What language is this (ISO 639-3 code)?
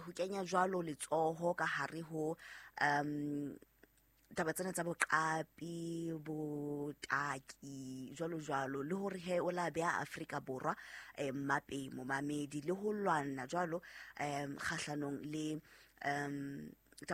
sot